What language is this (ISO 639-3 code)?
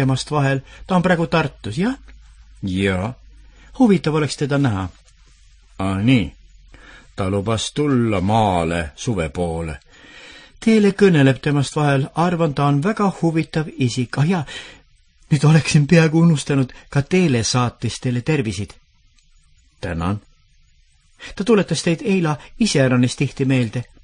est